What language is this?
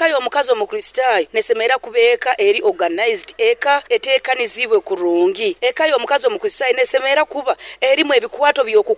Nyoro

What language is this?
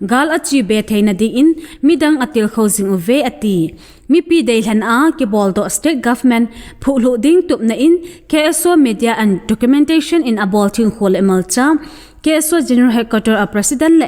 Thado Chin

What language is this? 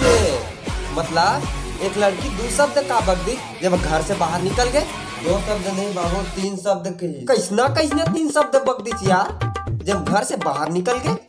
Chhattisgarhi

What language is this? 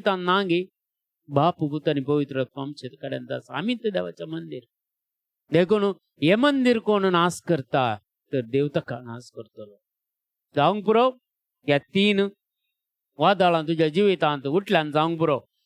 Konkani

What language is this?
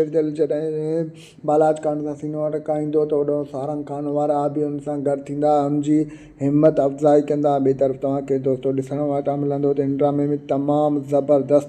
Sindhi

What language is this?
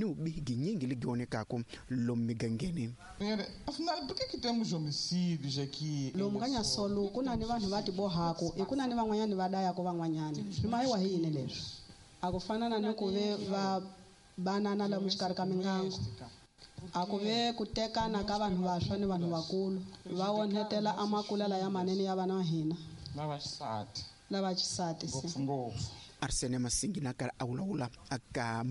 Tsonga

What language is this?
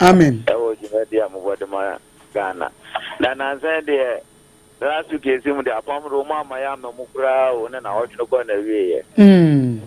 Akan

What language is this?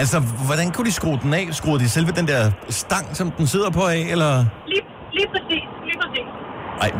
Danish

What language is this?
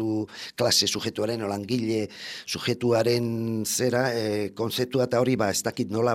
Basque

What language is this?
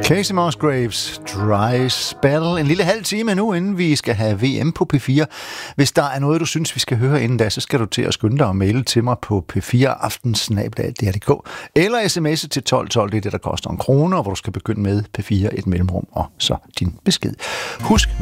Danish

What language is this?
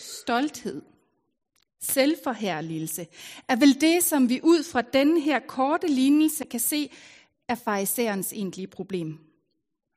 Danish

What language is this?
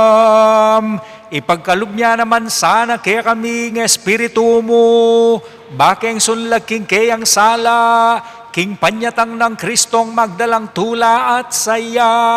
Pampanga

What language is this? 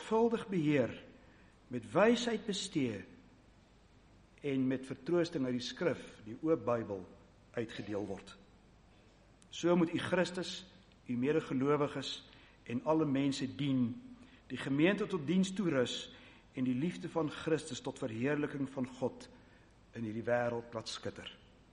Afrikaans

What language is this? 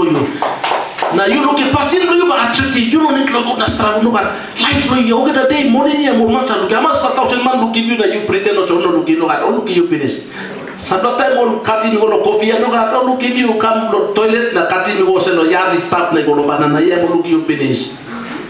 Tok Pisin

